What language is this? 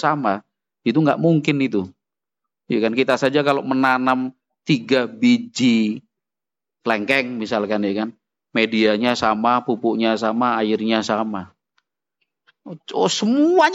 Indonesian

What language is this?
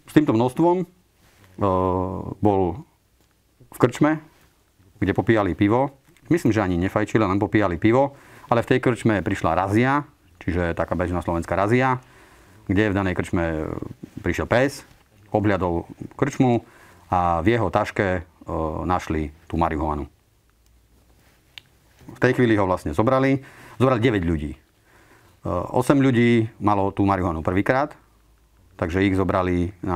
Slovak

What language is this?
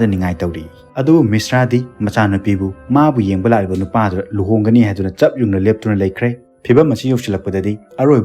Manipuri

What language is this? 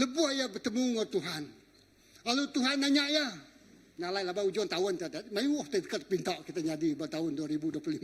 Iban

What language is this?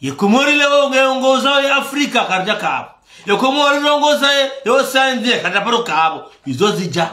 Ngazidja Comorian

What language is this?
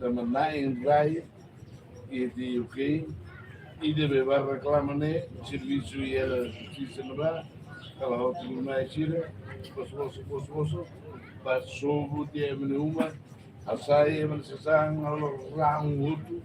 Tetum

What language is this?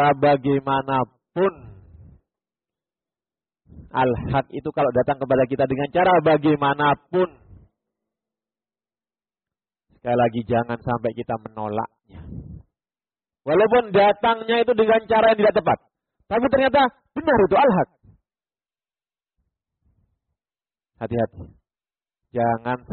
Indonesian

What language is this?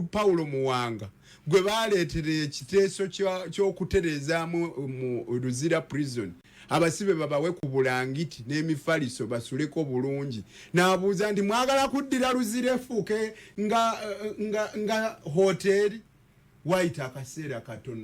Ganda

